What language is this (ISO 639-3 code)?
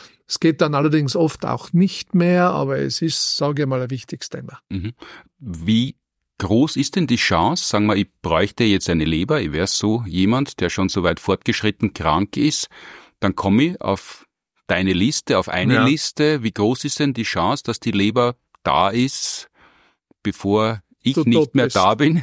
deu